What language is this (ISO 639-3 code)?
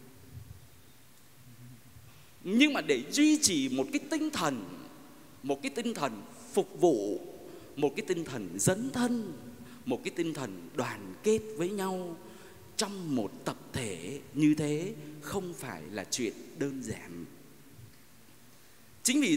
vie